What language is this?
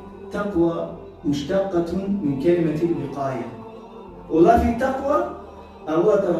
Balkan Romani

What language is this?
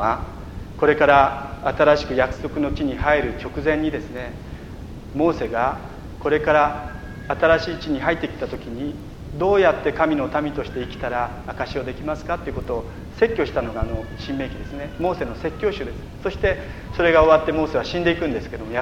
Japanese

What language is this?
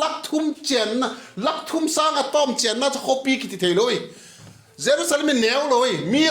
Vaiphei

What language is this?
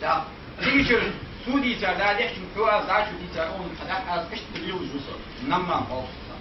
Ingush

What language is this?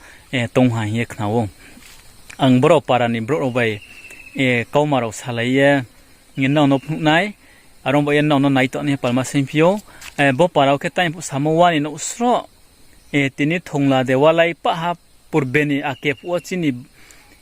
Riang (India)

